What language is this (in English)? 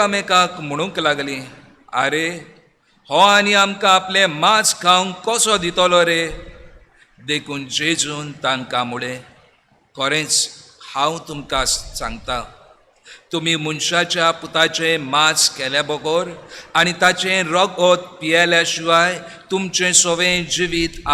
Konkani